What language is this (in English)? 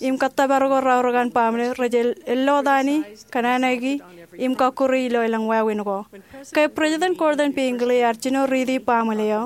Marshallese